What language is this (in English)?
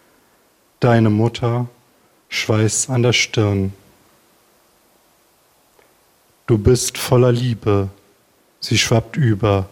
German